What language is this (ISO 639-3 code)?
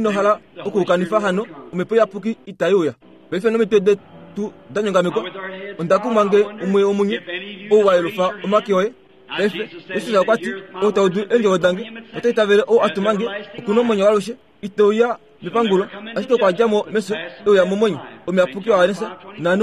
kua